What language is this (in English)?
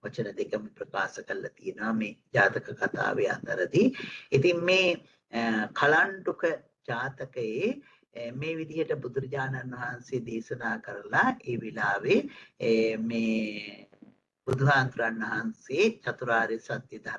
Sinhala